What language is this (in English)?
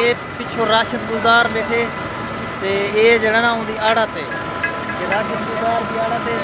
Saraiki